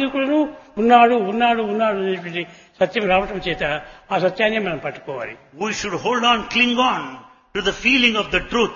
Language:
Telugu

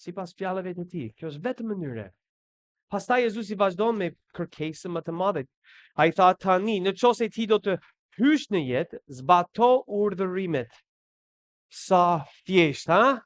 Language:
Albanian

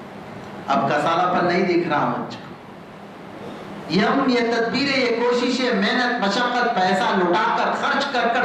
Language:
Urdu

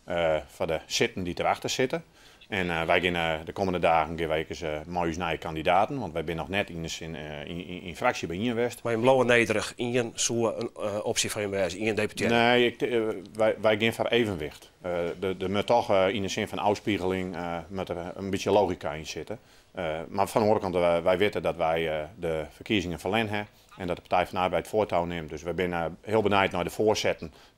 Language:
Western Frisian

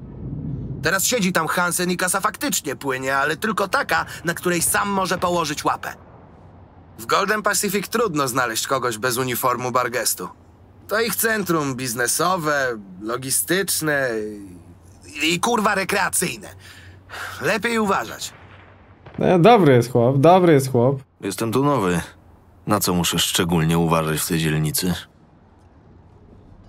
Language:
Polish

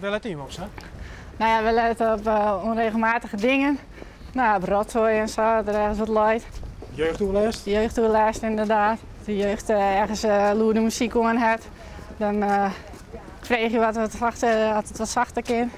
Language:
Western Frisian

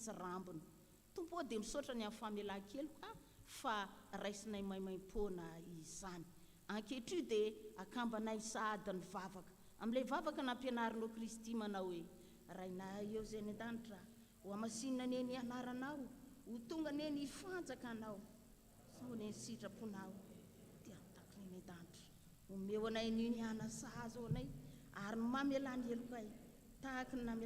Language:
Malagasy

